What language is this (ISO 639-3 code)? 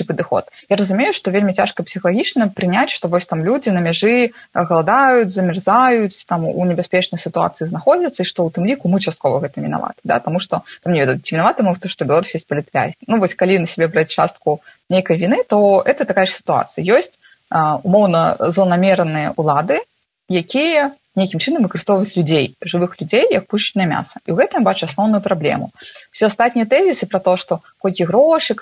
bel